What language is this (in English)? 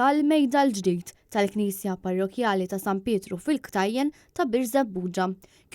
Maltese